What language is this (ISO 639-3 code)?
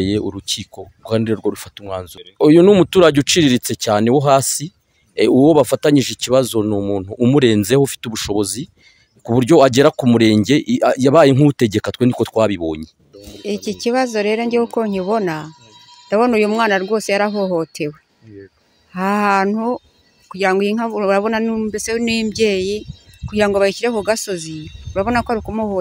kin